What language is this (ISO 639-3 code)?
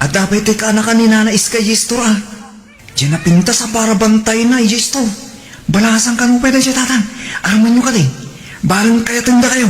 ilo